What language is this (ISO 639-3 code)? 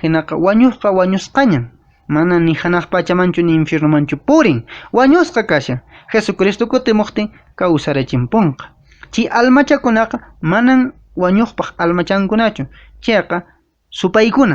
que